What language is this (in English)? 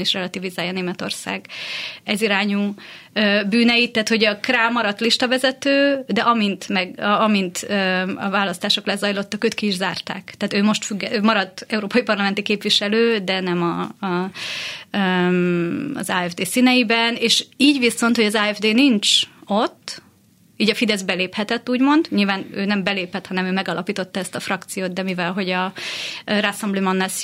Hungarian